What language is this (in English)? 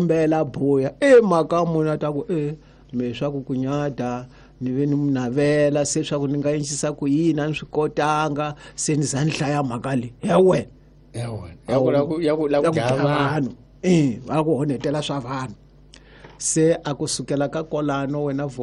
Tsonga